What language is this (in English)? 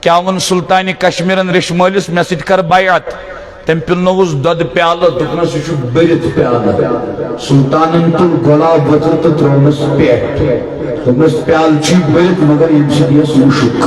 Kashmiri